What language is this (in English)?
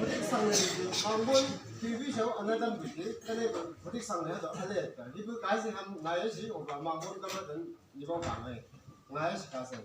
Chang Naga